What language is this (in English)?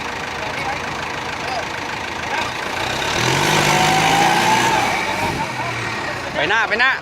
Lao